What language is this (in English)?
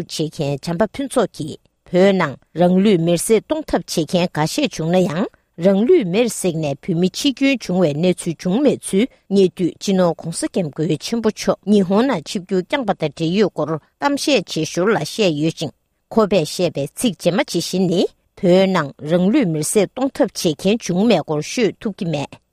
Tibetan